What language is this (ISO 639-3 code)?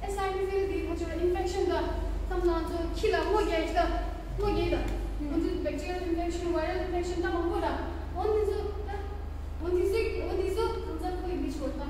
bod